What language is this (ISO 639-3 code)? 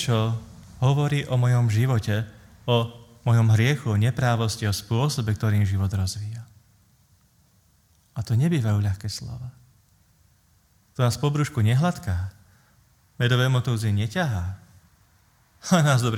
slk